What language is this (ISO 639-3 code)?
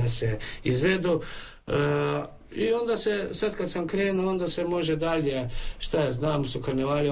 hrv